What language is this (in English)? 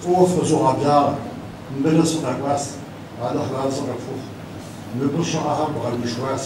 Kabardian